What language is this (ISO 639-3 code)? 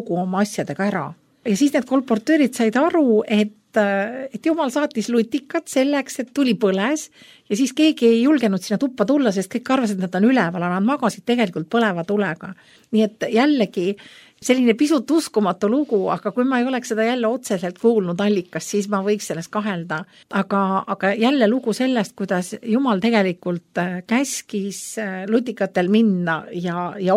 est